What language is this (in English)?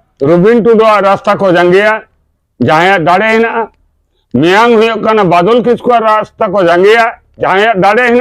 Santali